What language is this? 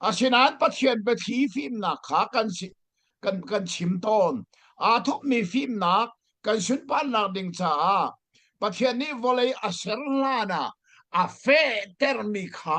Hakha Chin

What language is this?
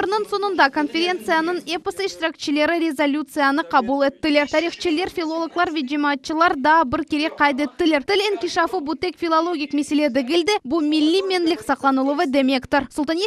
Crimean Tatar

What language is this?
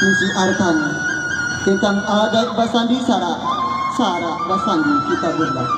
Minangkabau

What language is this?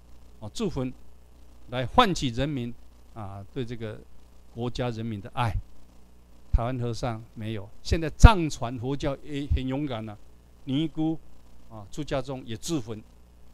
Chinese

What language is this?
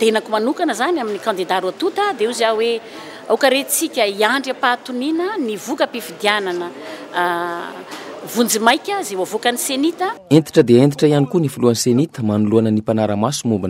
Malagasy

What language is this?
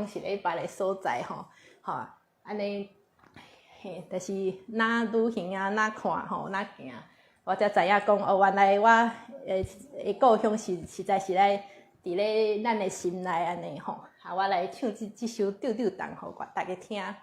Min Nan Chinese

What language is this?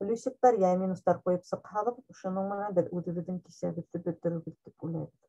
Bashkir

